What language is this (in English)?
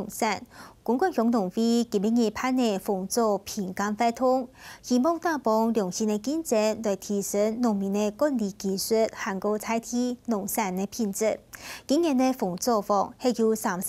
Hakka Chinese